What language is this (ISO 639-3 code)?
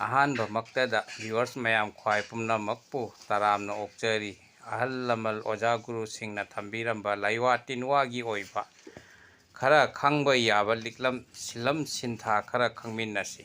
mni